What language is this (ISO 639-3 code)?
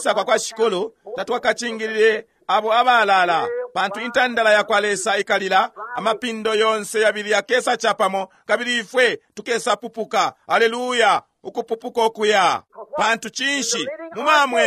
bem